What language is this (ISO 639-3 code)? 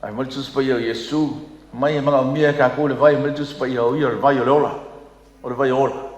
smo